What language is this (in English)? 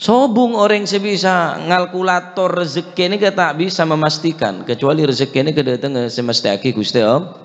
Madurese